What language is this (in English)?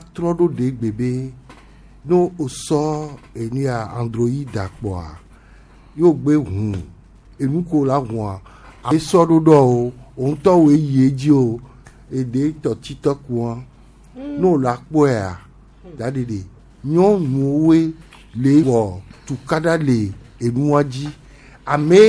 Gen